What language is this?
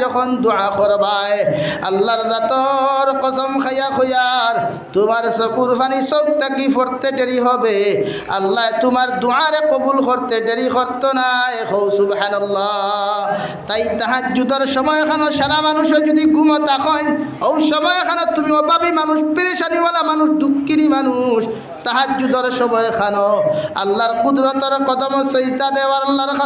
Sylheti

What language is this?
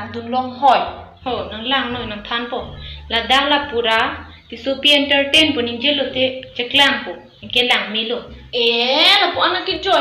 Karbi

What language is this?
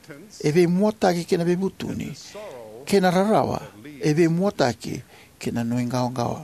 Fijian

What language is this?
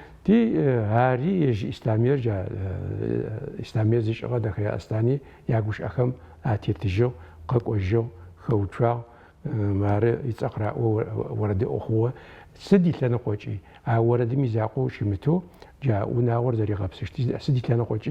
Adyghe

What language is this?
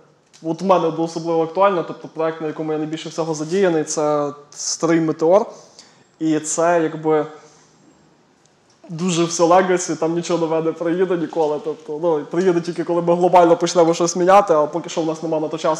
Ukrainian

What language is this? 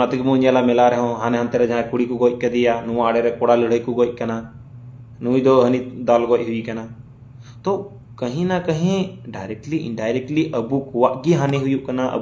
Santali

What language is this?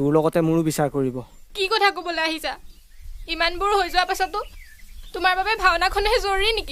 Assamese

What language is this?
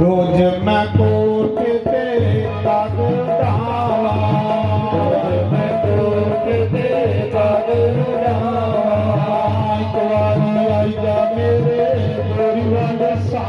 Dogri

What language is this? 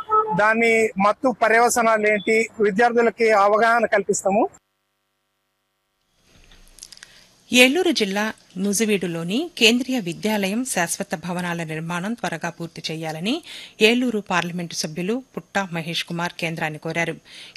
Telugu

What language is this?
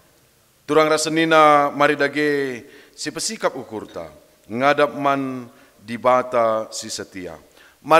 Batak Karo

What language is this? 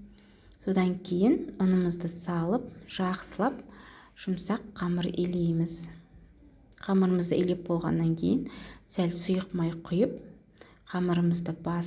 Kazakh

